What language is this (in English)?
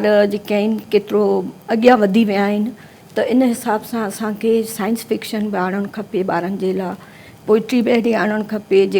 Sindhi